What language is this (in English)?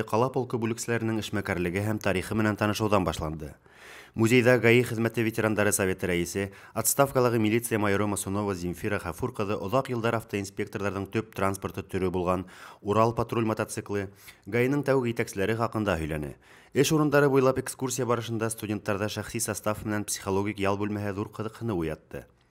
Bashkir